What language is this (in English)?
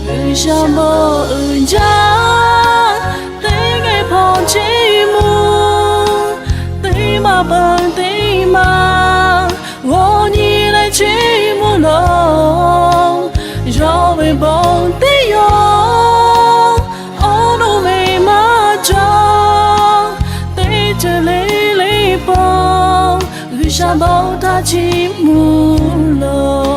Lahu